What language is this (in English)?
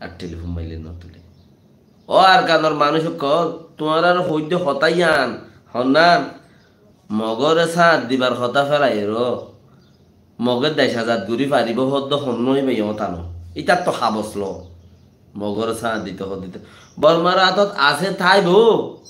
Rohingya